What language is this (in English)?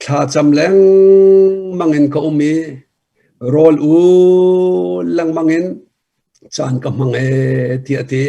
Hakha Chin